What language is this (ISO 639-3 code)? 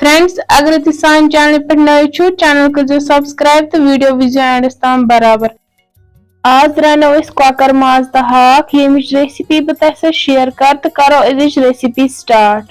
kas